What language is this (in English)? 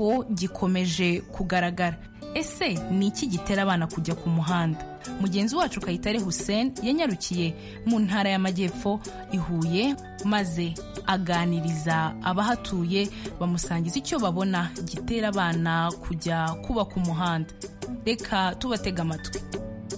Kinyarwanda